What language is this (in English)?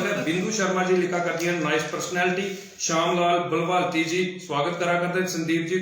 Dogri